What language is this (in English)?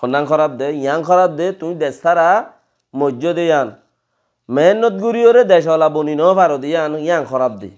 Rohingya